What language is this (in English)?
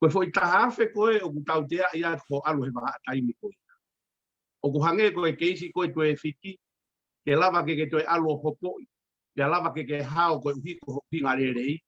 Tongan